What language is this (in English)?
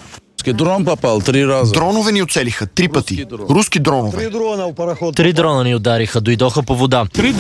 Bulgarian